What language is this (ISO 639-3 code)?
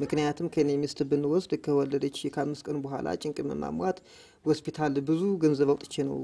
amh